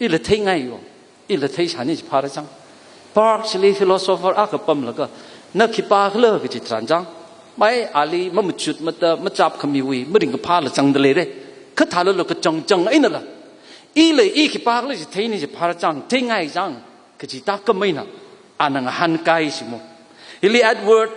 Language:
Tangkhul Naga (India)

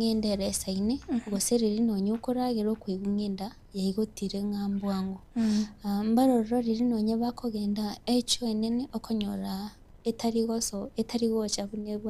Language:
Gusii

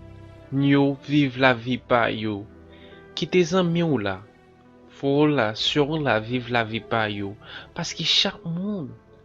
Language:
Haitian Creole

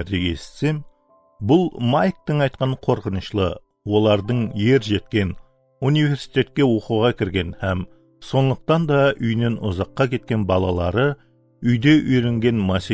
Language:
Kara-Kalpak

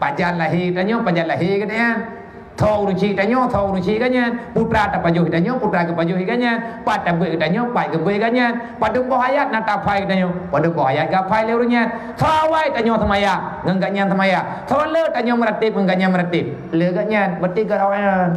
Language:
Achinese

